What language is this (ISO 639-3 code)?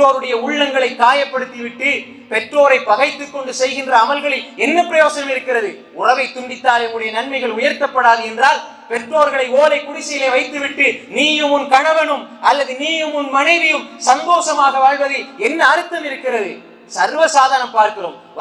tam